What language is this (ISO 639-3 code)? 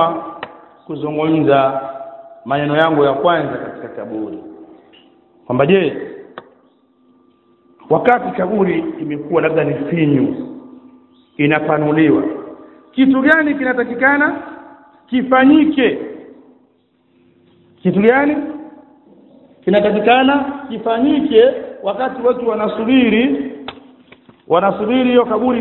swa